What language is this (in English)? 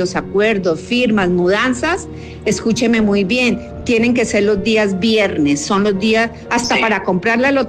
Spanish